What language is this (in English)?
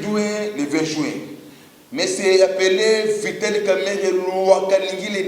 Lingala